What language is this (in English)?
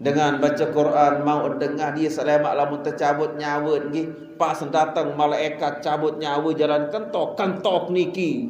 Sasak